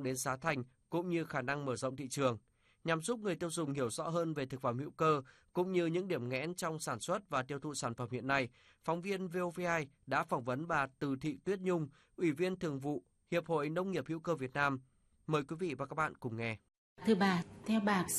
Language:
Vietnamese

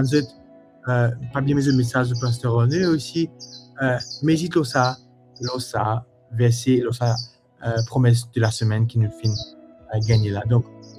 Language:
Morisyen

